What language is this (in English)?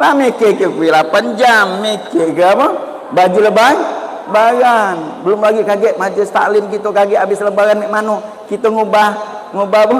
Musi